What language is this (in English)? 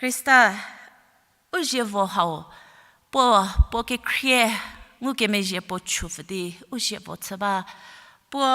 Angami Naga